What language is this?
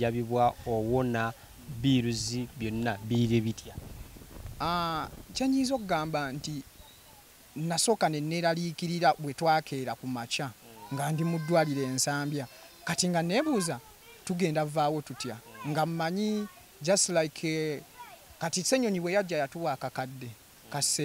Ganda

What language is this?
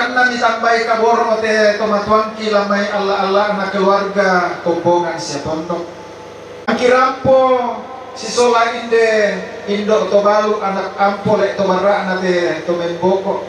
Toraja-Sa'dan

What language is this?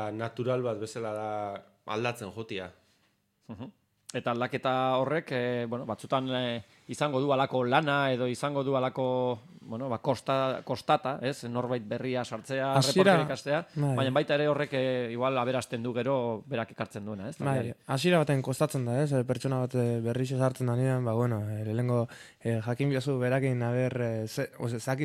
Basque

